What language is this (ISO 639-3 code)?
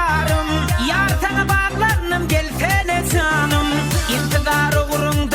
kaa